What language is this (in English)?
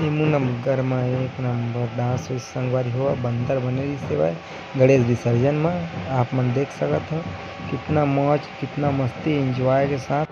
Chhattisgarhi